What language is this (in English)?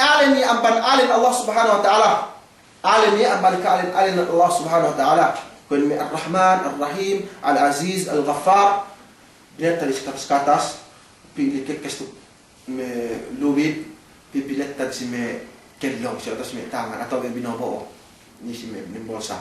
Yakan